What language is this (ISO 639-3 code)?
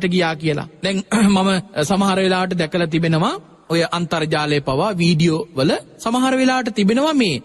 sin